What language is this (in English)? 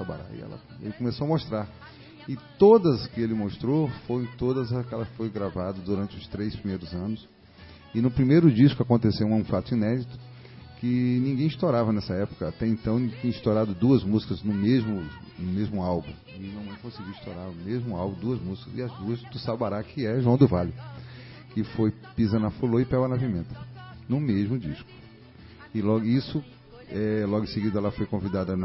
Portuguese